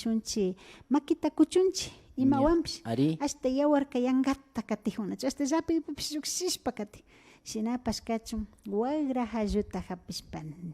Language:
Imbabura Highland Quichua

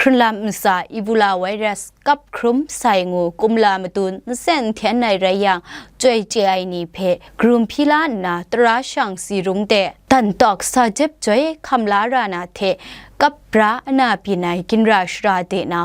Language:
Kachin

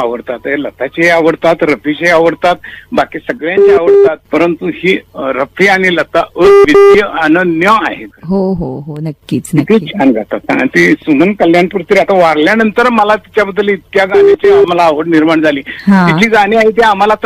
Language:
Marathi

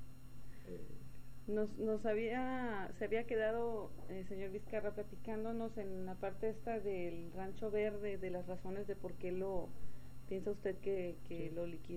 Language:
Spanish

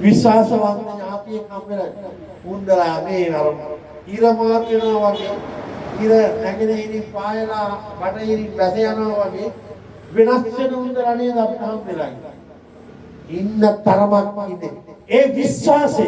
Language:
Sinhala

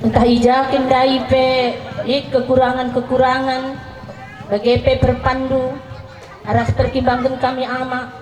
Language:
Batak Karo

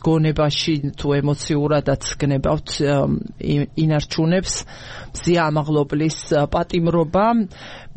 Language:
Georgian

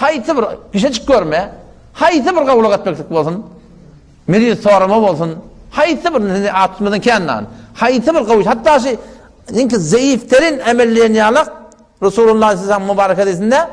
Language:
Turkmen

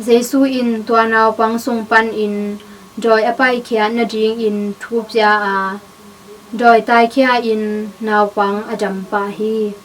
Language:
Tedim Chin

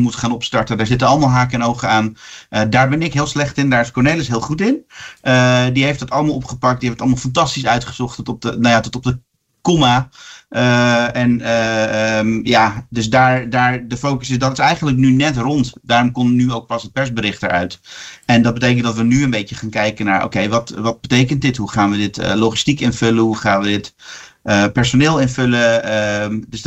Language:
Dutch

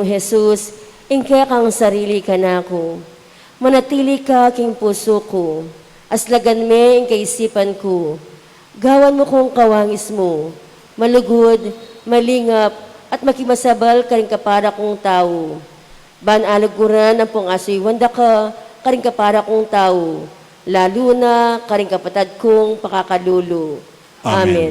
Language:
Pampanga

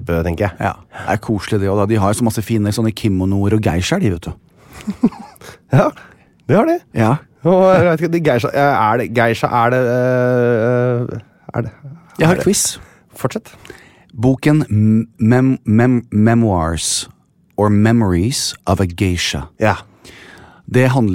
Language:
Norwegian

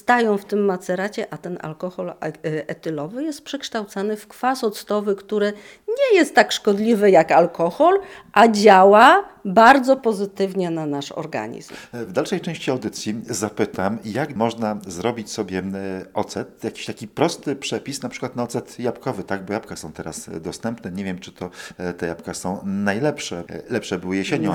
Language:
Polish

